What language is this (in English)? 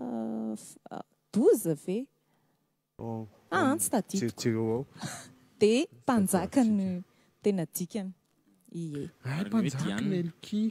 Malagasy